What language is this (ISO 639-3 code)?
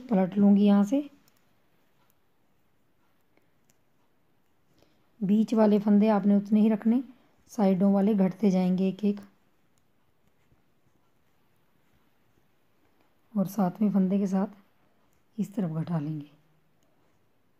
hin